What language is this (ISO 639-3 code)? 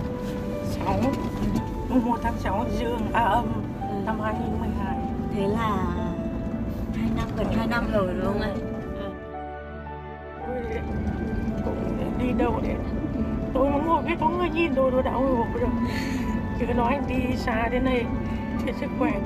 vie